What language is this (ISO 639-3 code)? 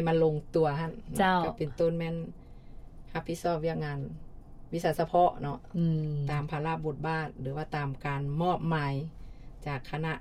lao